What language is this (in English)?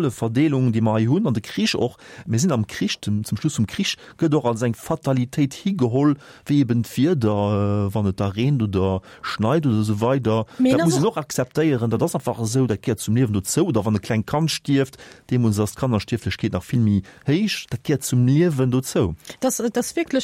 Luxembourgish